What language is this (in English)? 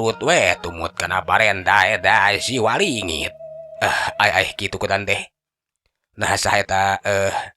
Sundanese